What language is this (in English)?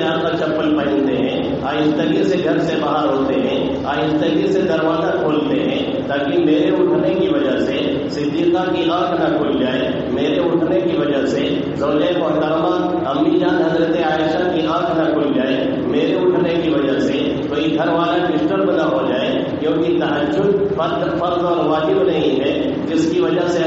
Urdu